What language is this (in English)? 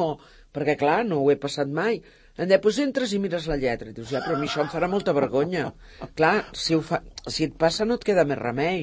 Catalan